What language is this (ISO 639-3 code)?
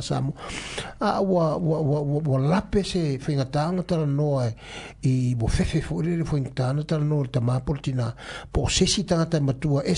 smo